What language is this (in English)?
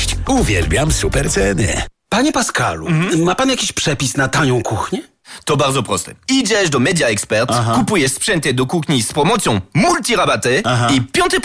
Polish